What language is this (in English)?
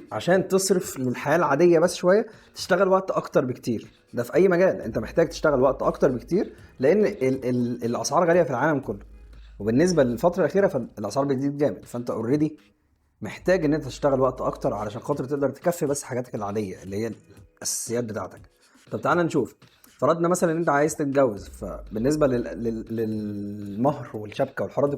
Egyptian Arabic